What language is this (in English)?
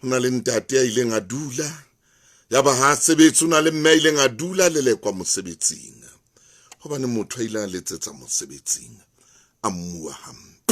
Southern Sotho